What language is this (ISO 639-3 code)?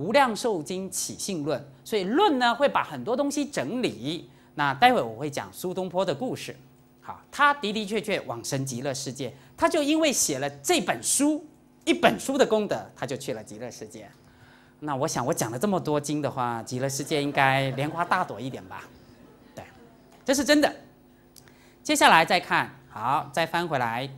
zho